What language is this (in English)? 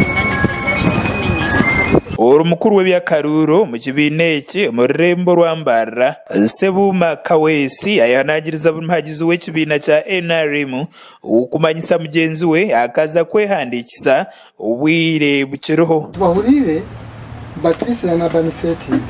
Nyankole